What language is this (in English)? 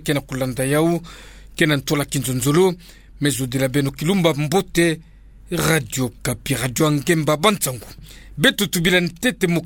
Kituba (Democratic Republic of Congo)